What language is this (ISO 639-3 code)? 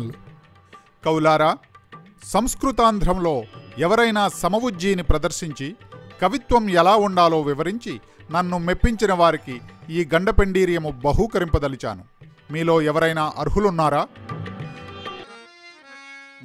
tel